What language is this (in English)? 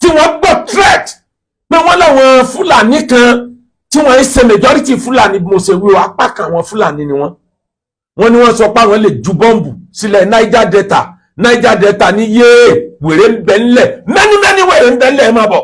Yoruba